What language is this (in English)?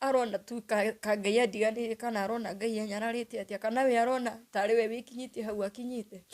Kikuyu